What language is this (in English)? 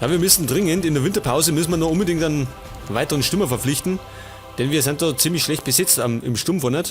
Bavarian